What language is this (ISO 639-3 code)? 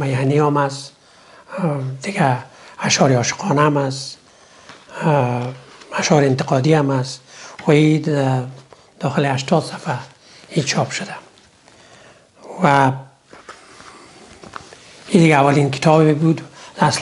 fas